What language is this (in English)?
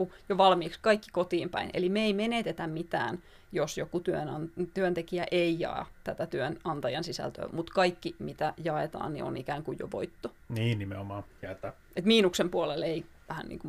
Finnish